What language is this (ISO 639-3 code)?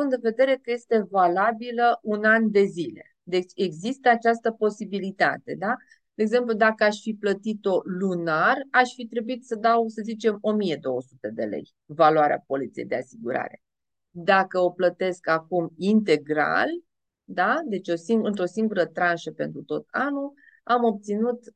ron